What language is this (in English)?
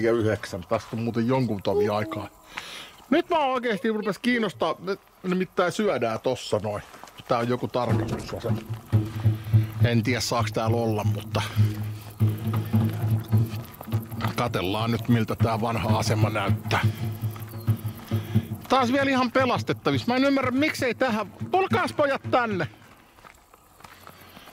Finnish